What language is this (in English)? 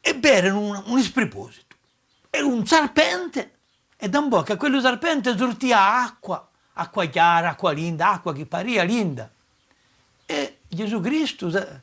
Corsican